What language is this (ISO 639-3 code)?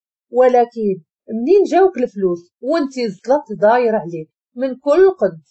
ary